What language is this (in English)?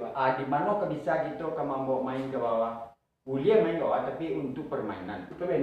Minangkabau